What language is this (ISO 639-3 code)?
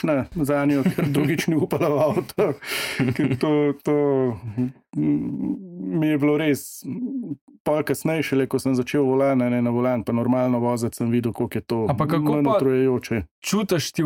slv